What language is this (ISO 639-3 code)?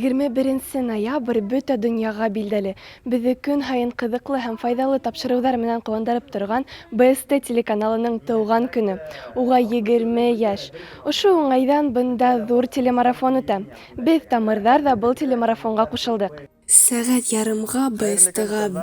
bak